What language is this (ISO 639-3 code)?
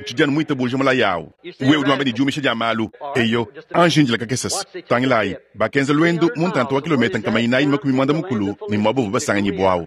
lua